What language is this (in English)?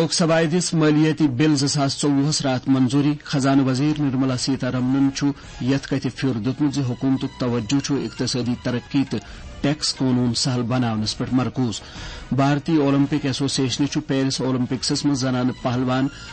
Kashmiri